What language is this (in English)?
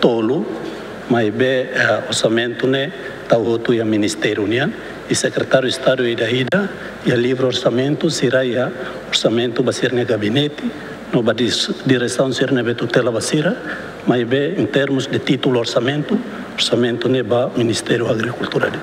Tetum